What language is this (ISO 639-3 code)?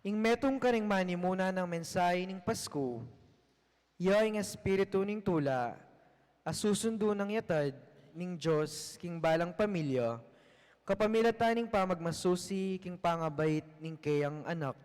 pam